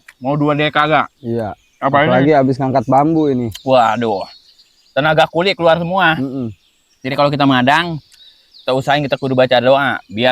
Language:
Betawi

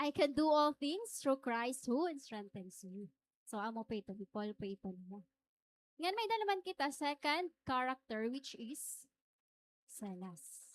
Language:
Waray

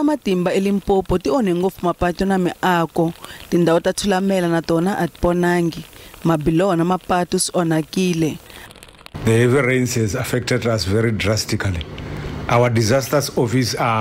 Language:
Tsonga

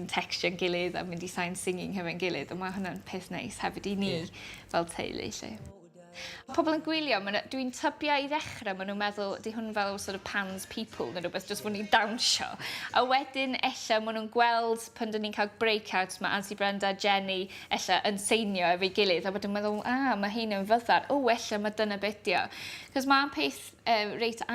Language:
Welsh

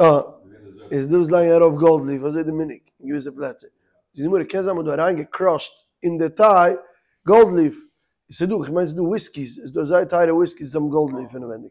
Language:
Yiddish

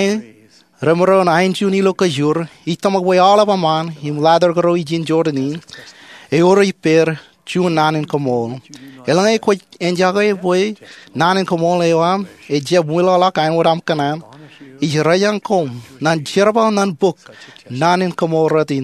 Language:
Marshallese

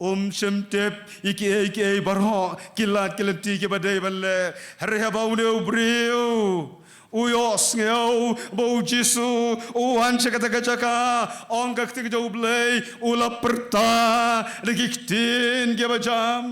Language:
Khasi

